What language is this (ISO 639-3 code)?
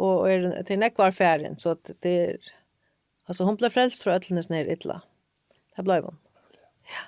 fao